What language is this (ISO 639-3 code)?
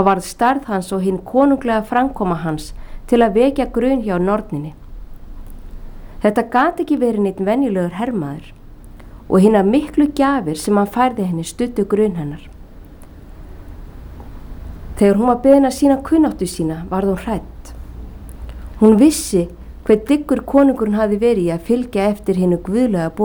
isl